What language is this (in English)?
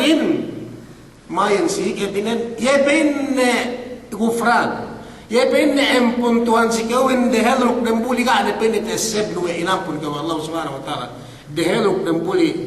Yakan